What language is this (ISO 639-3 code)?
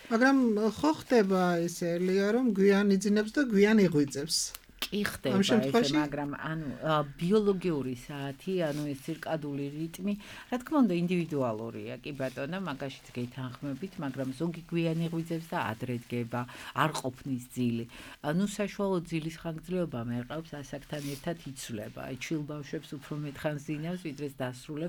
kat